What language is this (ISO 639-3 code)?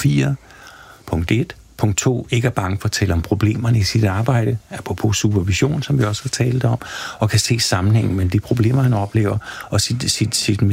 dan